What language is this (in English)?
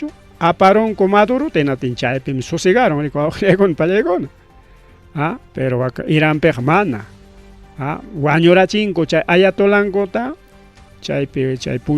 Ayacucho Quechua